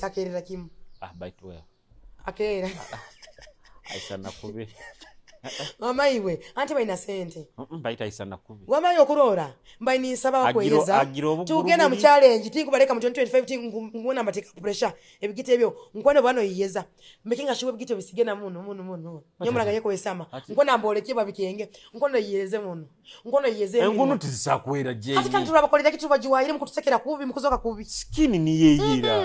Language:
Nyoro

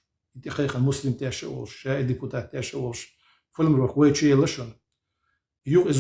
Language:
Chechen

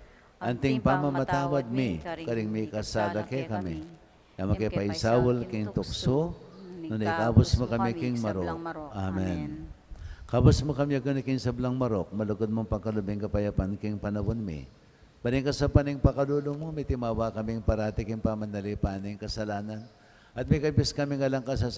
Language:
Pampanga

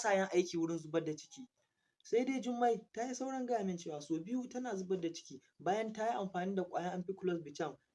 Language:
Hausa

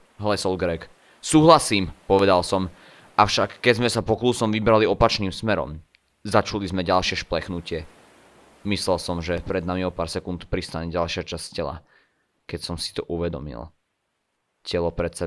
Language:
Slovak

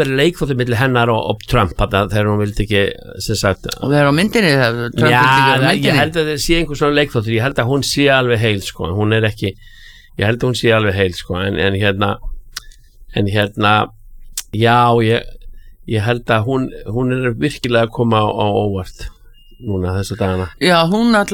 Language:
Icelandic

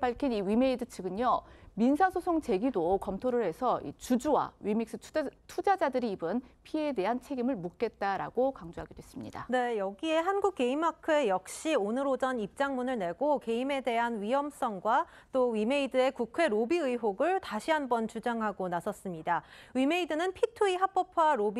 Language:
Korean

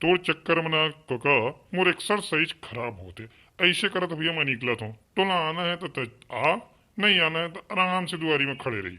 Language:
Chhattisgarhi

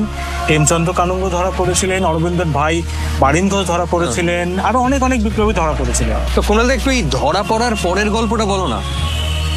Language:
Bangla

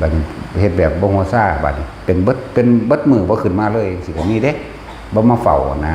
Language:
Northeastern Thai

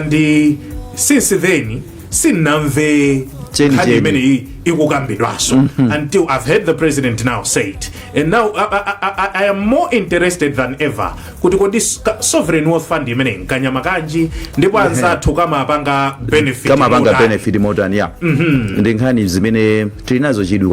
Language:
Nyanja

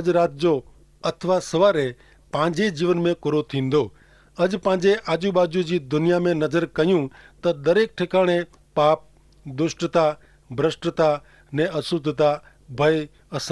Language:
Kachhi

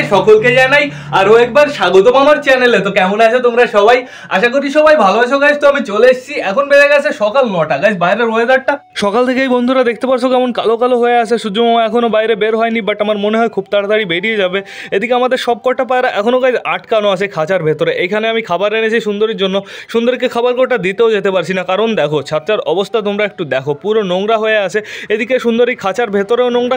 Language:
Bangla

